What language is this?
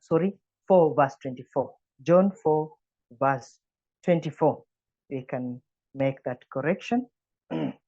English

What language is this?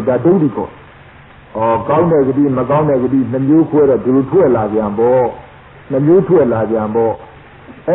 Burmese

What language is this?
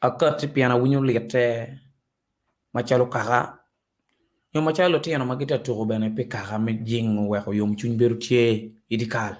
Acoli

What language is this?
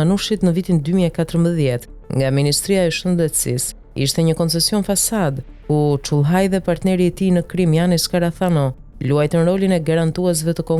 Albanian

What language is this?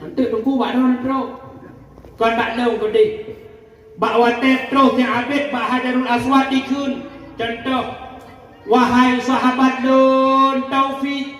Achinese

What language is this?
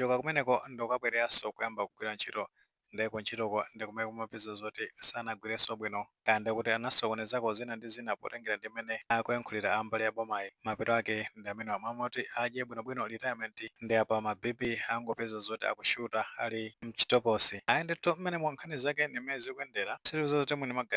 Nyanja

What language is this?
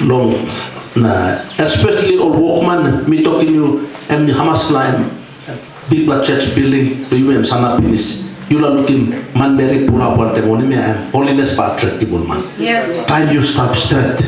Tok Pisin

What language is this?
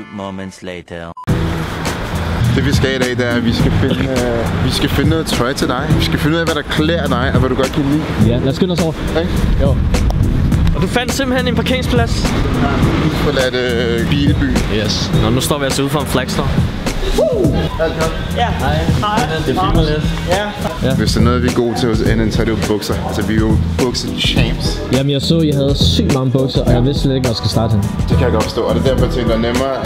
Danish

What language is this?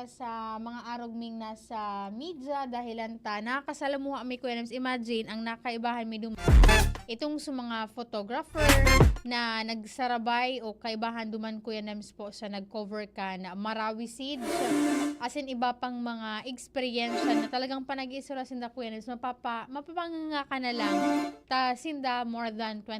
Bikol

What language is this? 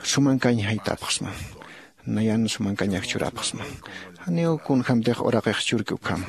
Aymara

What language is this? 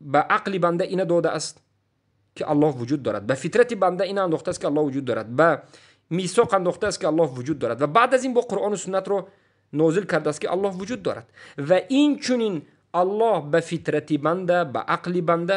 Tajik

